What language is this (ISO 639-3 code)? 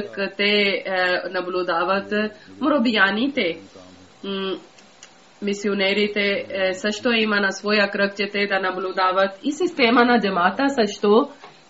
bul